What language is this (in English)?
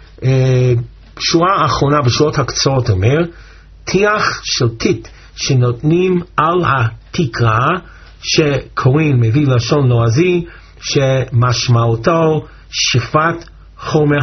Hebrew